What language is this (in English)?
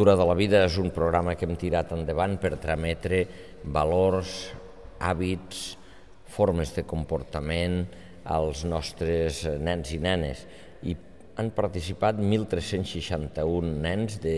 Catalan